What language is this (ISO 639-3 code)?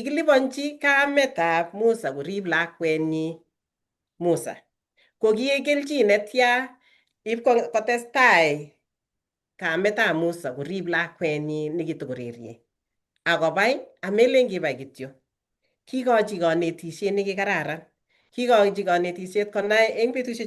kln